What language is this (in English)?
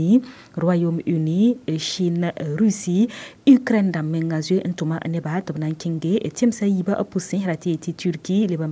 Mossi